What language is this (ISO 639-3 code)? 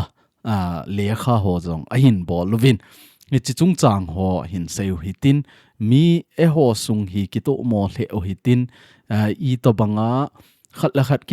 tcz